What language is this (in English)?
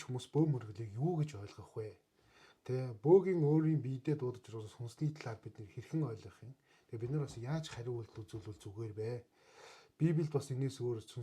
Mongolian